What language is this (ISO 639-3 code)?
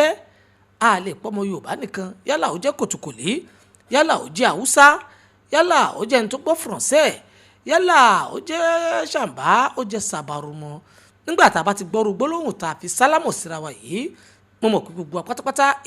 yor